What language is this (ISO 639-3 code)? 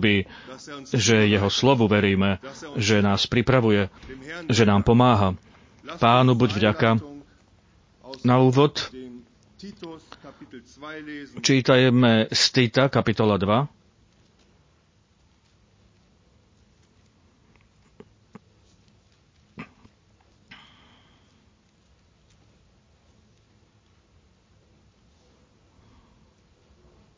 slk